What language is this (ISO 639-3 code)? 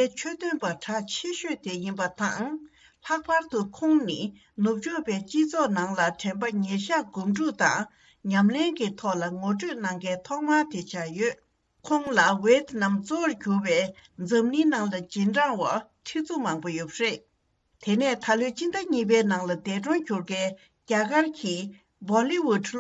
bod